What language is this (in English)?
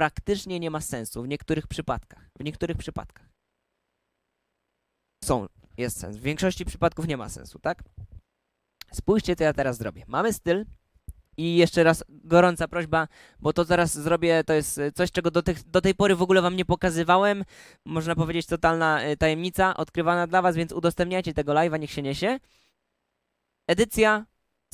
Polish